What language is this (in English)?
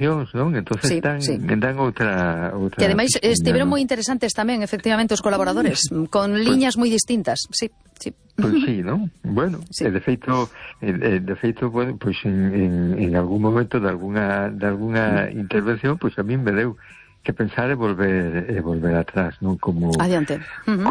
Galician